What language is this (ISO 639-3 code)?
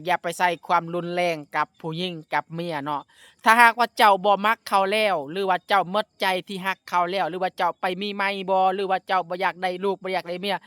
lao